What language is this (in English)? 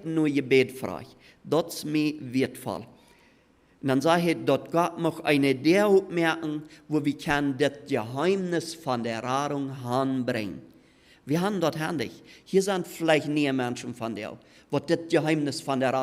Plautdietsch